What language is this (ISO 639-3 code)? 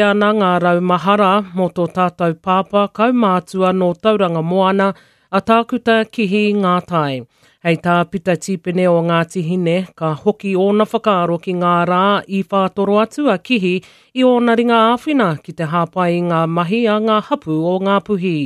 mri